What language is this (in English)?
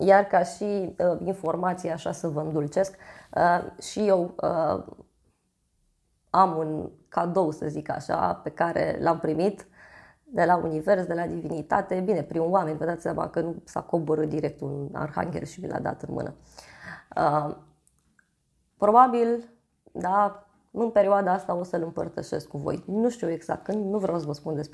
Romanian